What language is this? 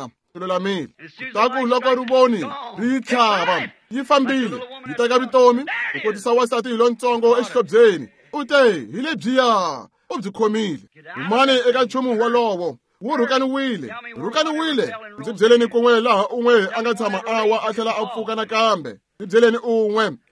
Tsonga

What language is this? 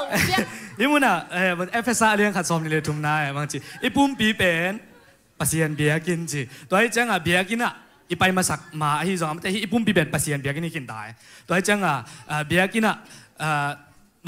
Tedim Chin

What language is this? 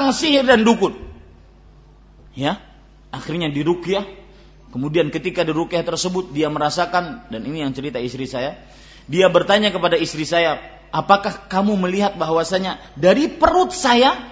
Indonesian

